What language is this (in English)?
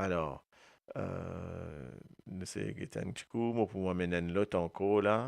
Morisyen